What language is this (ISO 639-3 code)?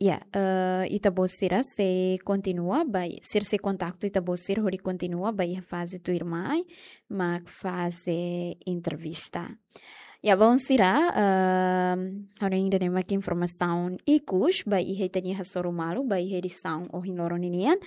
tet